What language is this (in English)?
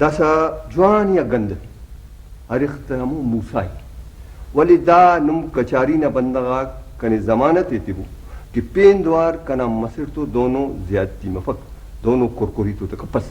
Brahui